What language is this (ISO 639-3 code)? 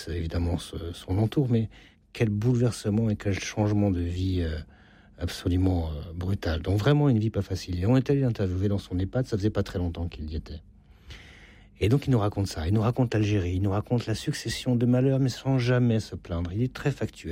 fra